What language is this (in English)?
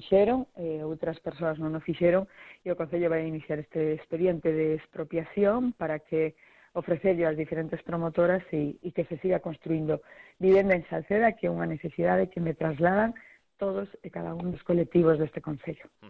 Galician